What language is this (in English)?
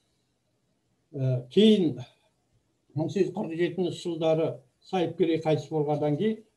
Kazakh